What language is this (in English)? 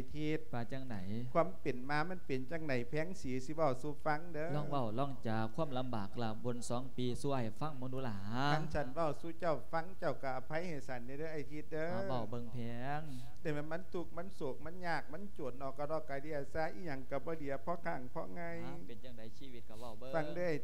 Lao